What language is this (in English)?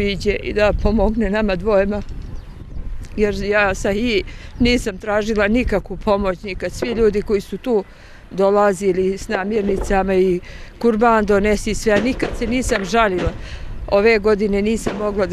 Bosnian